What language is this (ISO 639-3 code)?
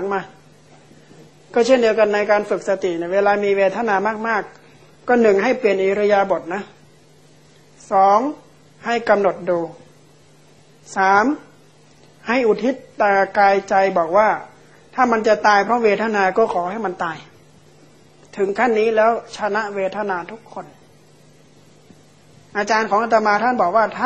tha